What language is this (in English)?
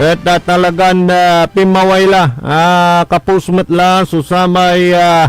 Pangasinan